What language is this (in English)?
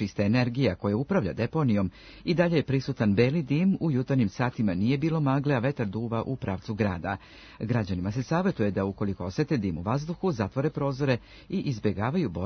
Serbian